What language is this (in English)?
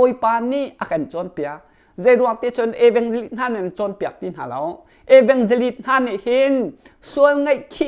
Hakha Chin